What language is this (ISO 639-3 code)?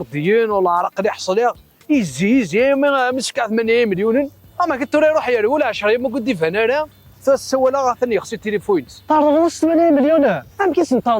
kab